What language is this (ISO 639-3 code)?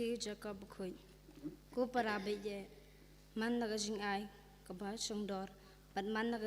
kha